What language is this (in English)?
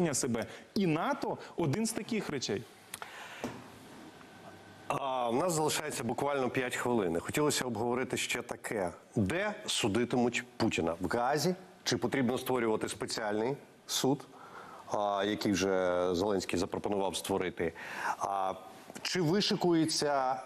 Ukrainian